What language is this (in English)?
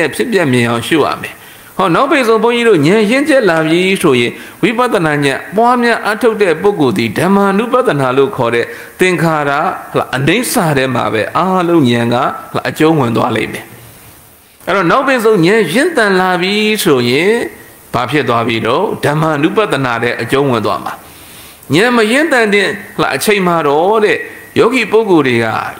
Burmese